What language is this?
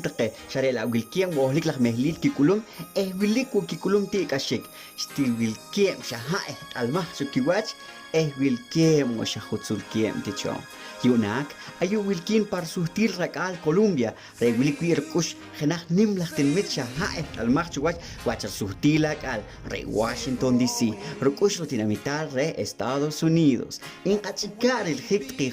Poqomchi'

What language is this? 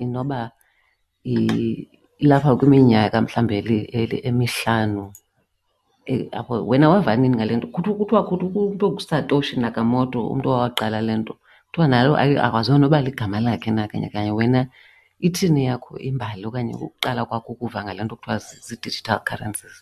Xhosa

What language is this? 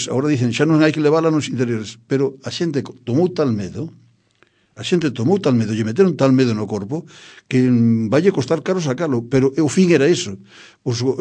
Galician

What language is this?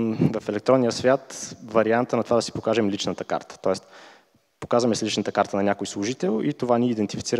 Bulgarian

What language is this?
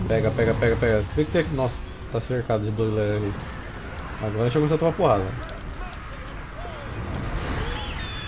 Portuguese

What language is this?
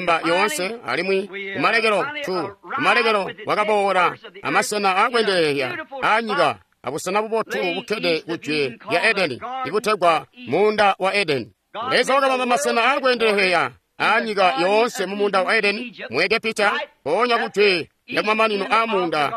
Tonga (Zambia)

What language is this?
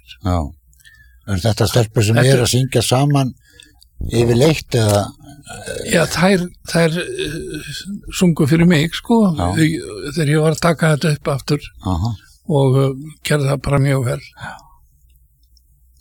Icelandic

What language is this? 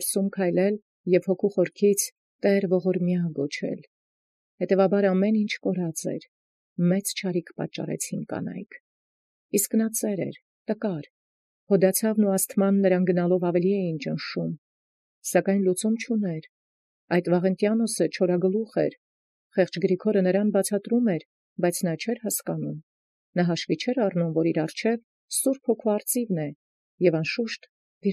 Armenian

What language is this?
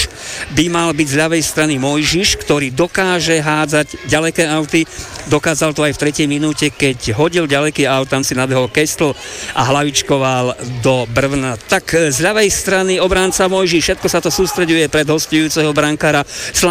Slovak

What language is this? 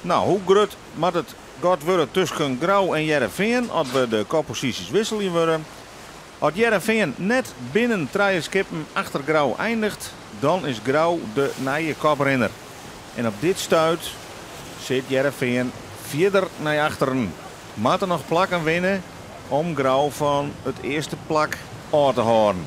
Western Frisian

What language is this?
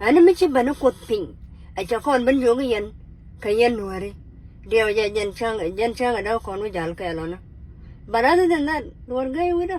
Nuer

